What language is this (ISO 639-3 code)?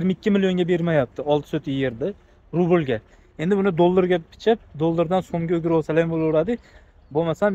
uzb